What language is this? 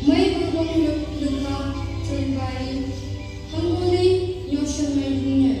Phom Naga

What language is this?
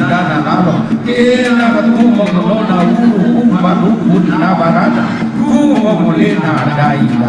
Toraja-Sa'dan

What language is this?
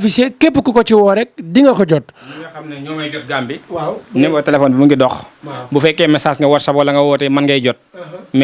Wolof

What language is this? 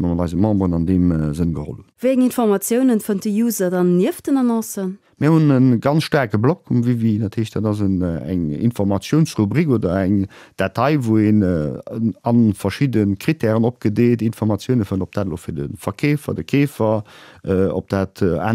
Luxembourgish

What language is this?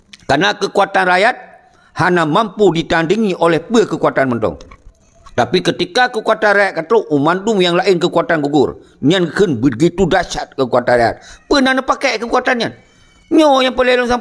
Achinese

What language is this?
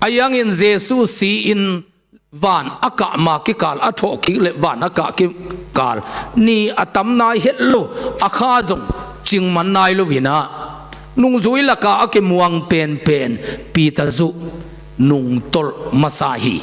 Tedim Chin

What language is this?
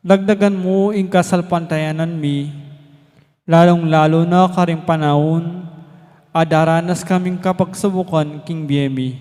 Pampanga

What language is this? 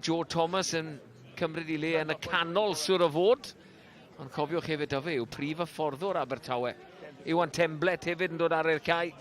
Welsh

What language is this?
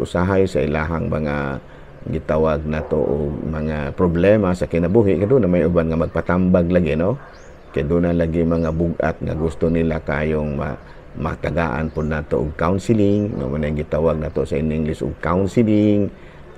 Cebuano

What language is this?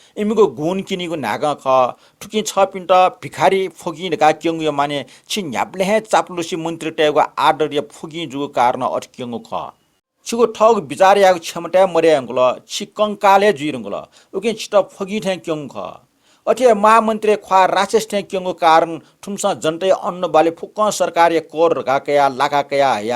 Newari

